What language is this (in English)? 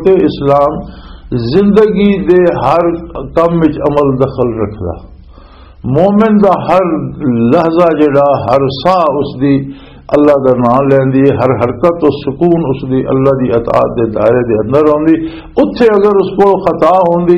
Western Panjabi